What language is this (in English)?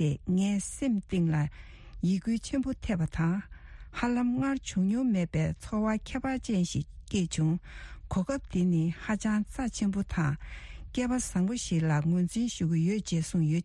Tibetan